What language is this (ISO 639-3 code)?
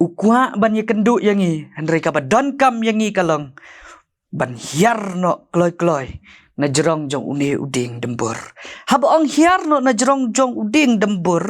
kha